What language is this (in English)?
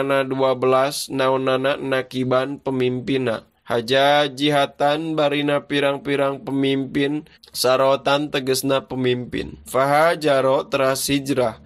Sundanese